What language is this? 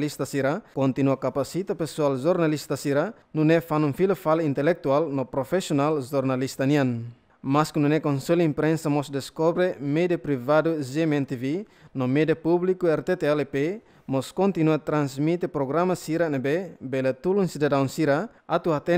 Tetum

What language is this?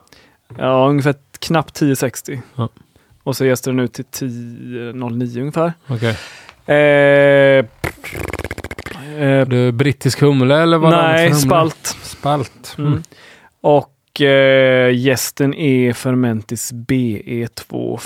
Swedish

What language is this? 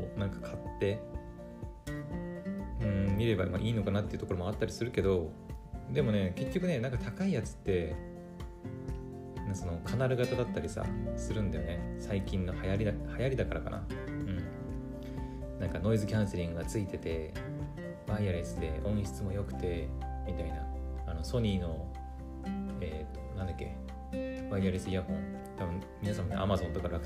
Japanese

